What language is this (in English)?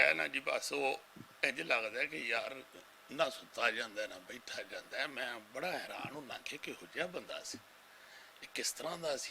Western Panjabi